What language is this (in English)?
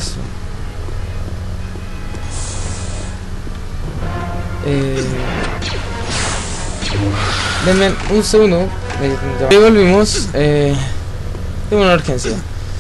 Spanish